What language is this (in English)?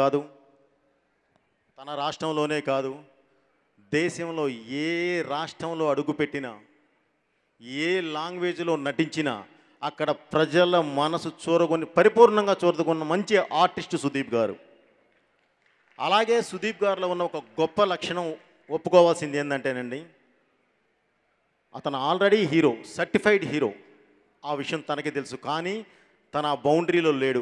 Telugu